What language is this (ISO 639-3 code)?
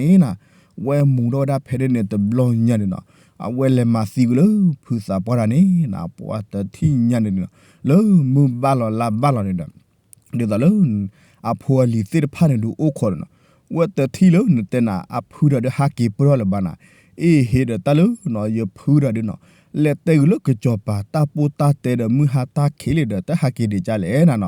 ksw